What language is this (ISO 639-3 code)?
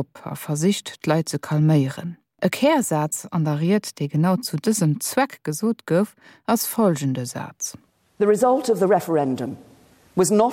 ltz